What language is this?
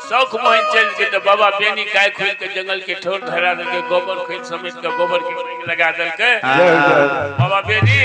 Maithili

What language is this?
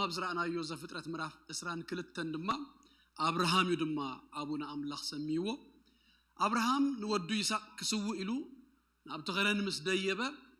Tigrinya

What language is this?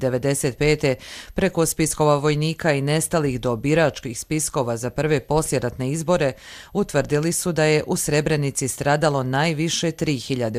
Croatian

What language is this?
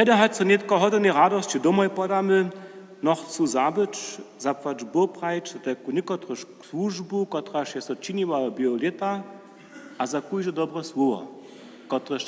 Upper Sorbian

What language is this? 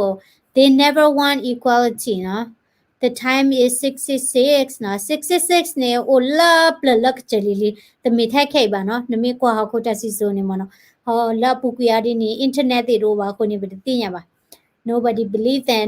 S'gaw Karen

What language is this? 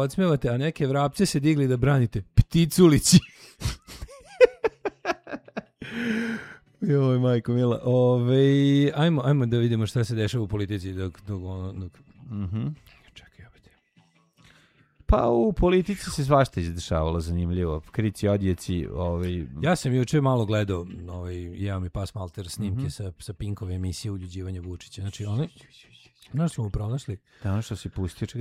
Serbian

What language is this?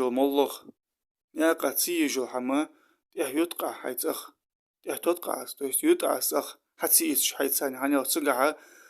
Ingush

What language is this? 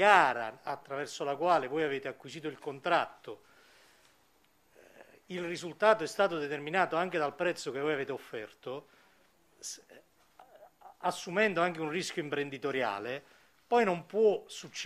Italian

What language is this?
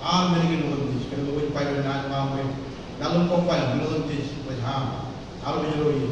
Marshallese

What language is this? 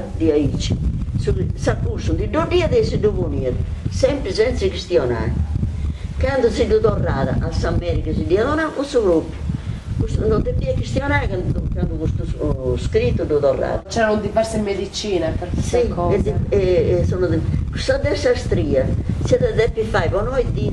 Sardinian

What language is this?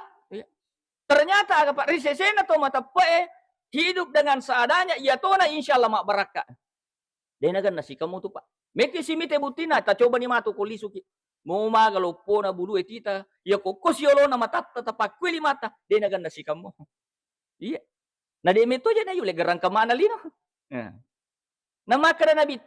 Buginese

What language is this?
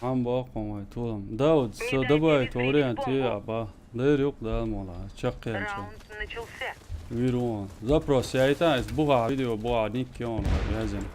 Chechen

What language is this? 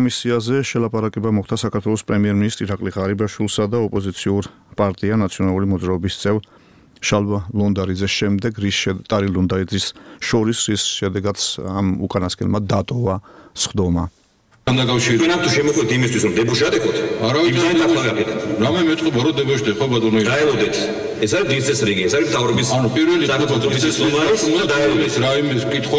Georgian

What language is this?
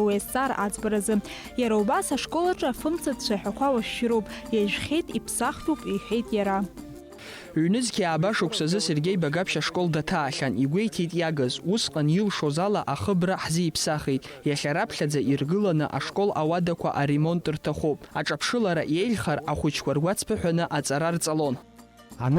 Abkhazian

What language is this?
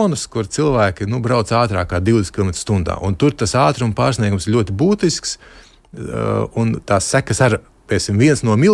Latvian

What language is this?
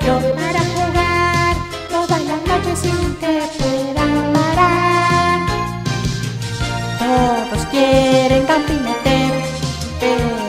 Spanish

